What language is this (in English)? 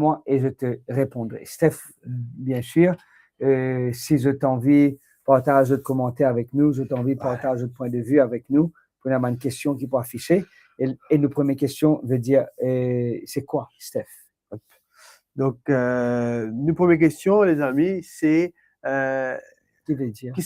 Morisyen